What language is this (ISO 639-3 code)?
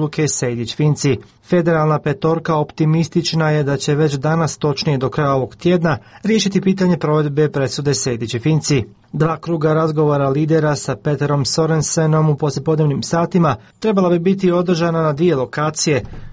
bos